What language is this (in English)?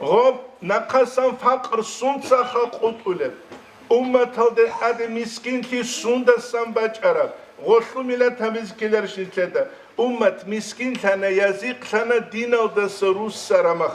Avaric